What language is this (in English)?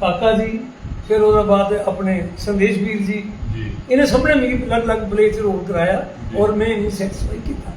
Dogri